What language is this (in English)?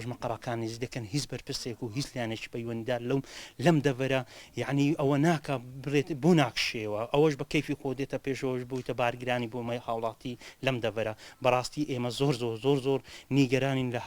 Central Kurdish